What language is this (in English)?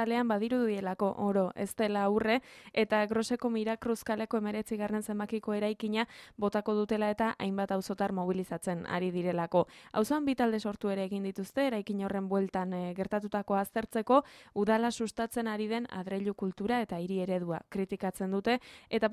Basque